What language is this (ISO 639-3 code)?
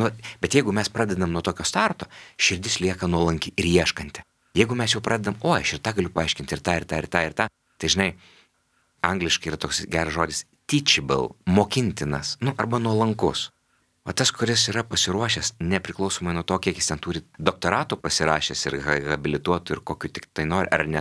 lit